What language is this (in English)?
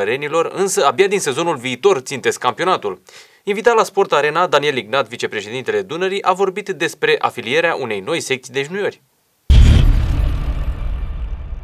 Romanian